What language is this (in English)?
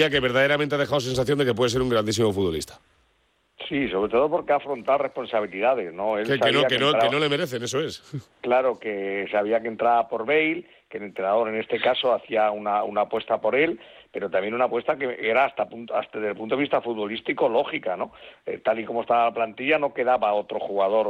Spanish